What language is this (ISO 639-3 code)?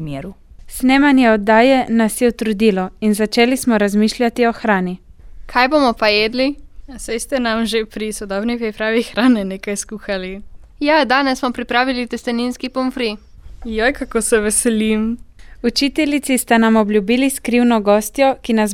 slv